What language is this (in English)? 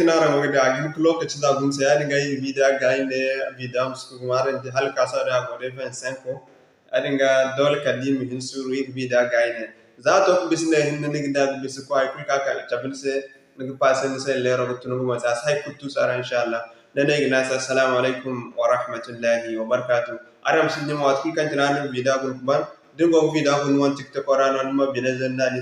Zarma